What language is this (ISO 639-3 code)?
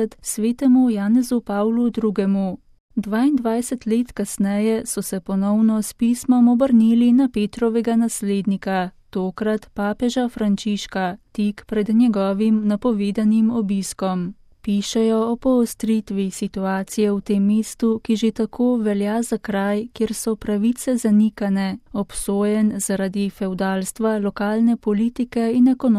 slv